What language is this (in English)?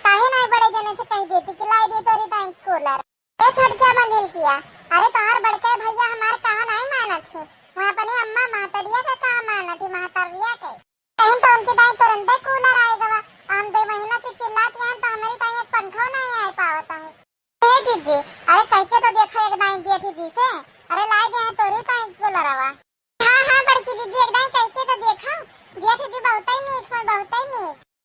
Awadhi